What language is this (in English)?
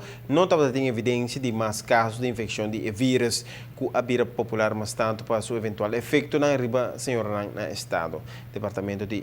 Papiamento